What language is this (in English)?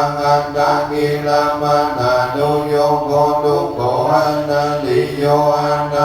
Pali